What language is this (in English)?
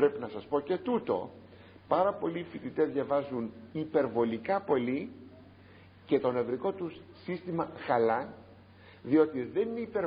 Greek